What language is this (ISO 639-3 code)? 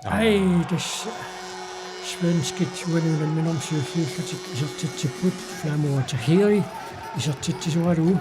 kal